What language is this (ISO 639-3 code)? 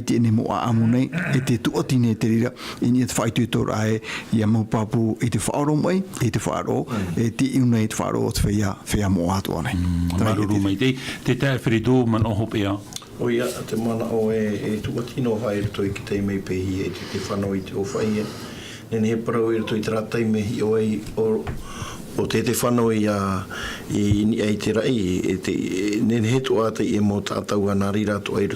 tah